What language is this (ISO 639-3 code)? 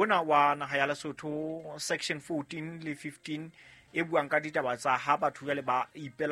sot